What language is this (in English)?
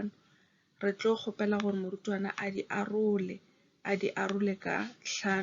Northern Sotho